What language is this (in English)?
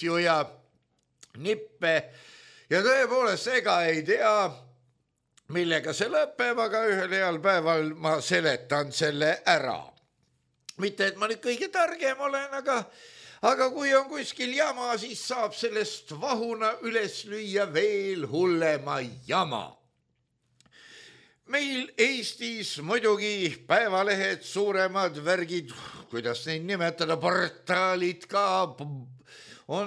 Estonian